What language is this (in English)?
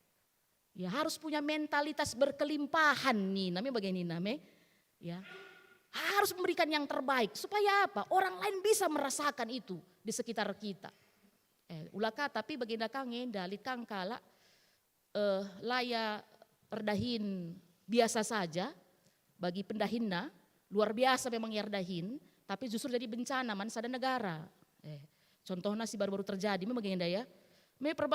Batak Karo